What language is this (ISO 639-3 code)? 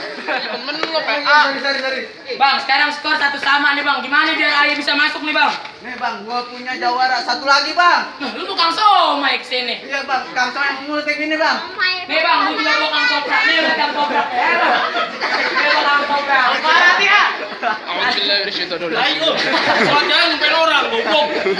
bew